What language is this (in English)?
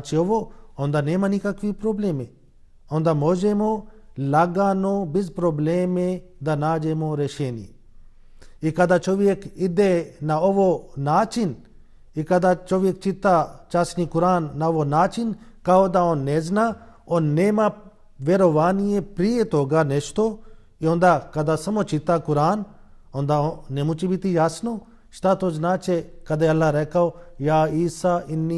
Bosnian